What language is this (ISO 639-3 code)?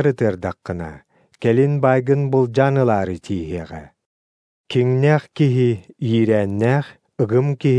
sah